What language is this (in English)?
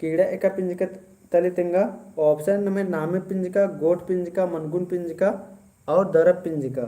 Kurukh